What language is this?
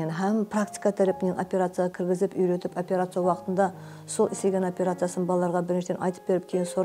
Kara-Kalpak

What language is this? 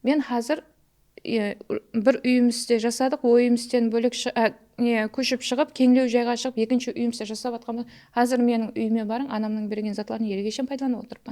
Kara-Kalpak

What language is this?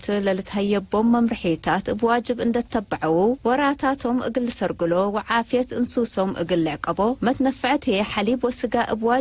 Tigre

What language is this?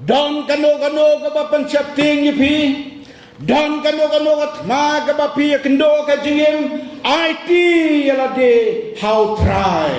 Khasi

